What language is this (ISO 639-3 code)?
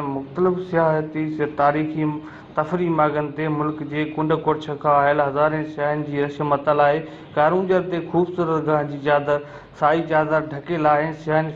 snd